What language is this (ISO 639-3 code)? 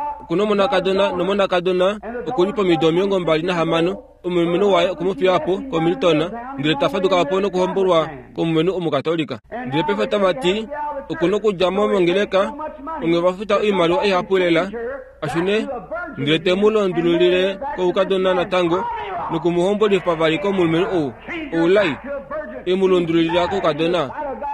kua